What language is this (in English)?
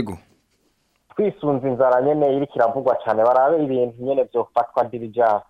Rundi